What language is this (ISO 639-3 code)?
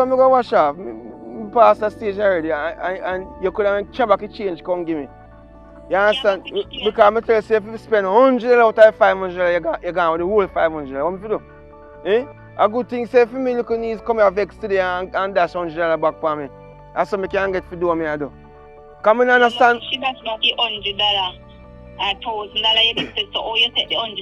jam